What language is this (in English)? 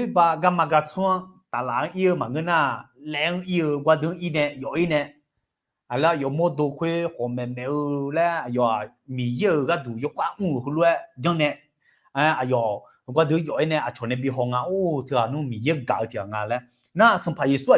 Akha